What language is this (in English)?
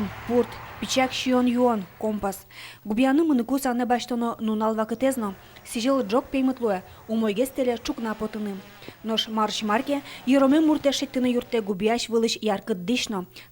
Udmurt